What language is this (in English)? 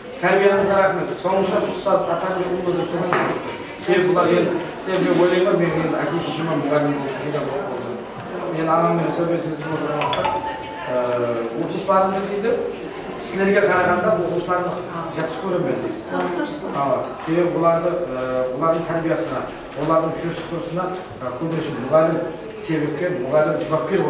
Kazakh